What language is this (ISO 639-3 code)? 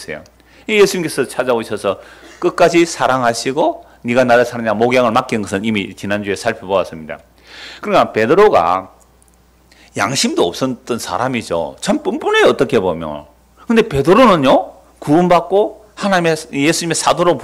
kor